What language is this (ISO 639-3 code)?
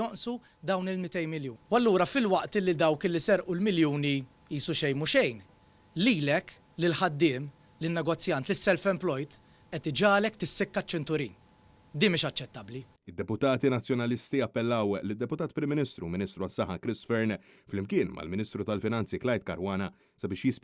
mlt